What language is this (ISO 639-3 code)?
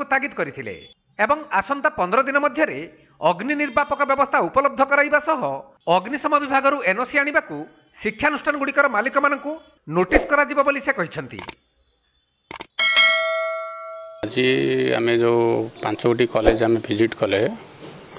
ori